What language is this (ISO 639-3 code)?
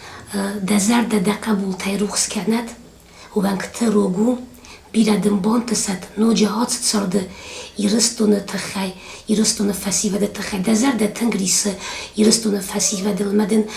oss